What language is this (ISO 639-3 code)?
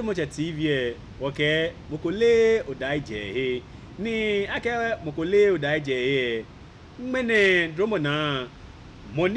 gaa